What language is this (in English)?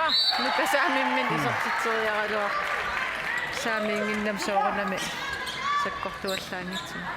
Kalaallisut